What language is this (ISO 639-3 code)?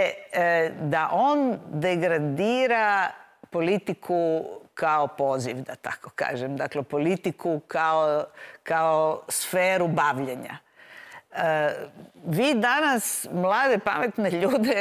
hrv